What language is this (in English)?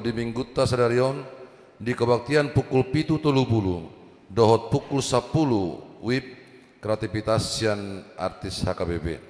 Batak Toba